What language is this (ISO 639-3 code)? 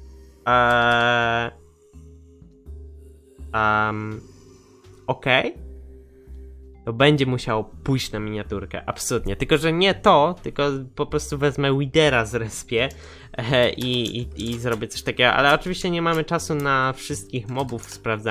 pol